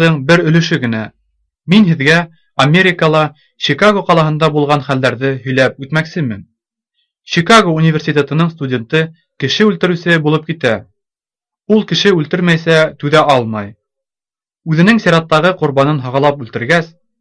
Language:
Bashkir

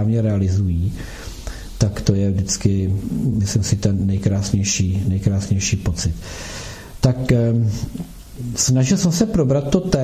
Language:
Czech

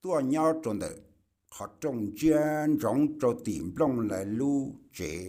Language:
Hmong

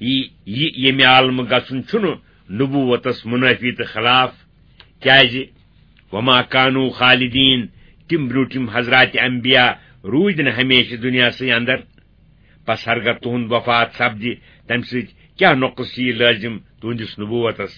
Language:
Kashmiri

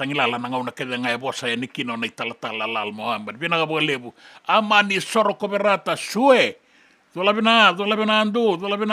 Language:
Fijian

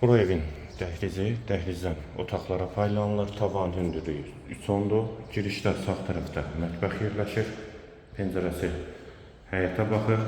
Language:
Azerbaijani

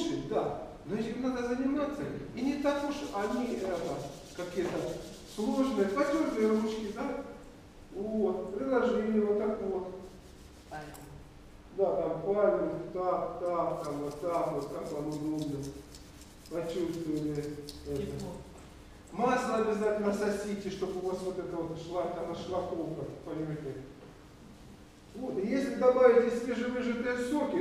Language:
Russian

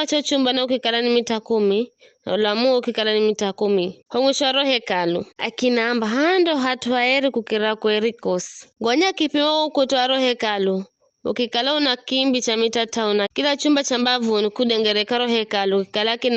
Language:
Giryama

